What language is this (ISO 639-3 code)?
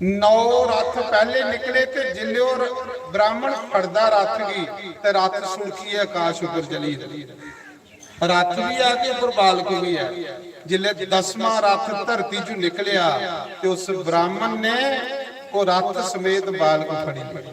doi